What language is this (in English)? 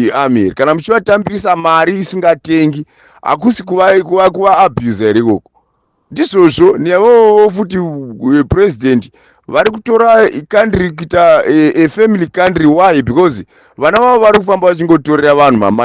Shona